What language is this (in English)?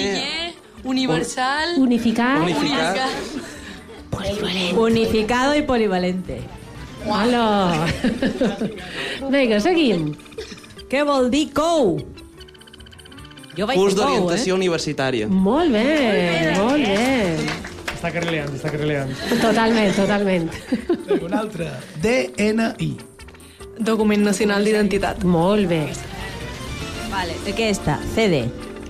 Catalan